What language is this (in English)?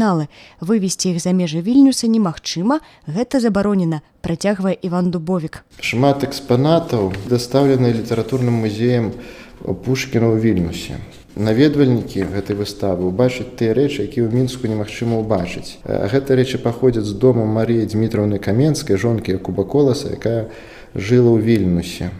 Belarusian